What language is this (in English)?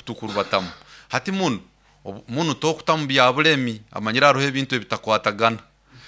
Nyoro